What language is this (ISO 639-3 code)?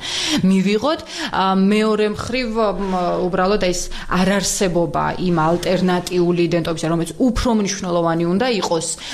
kat